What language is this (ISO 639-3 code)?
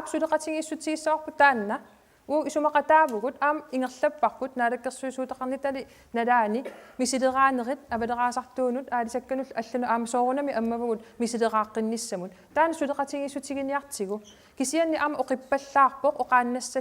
kal